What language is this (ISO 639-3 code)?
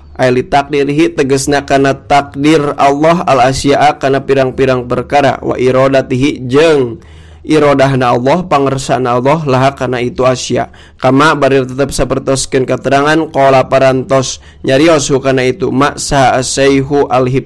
sun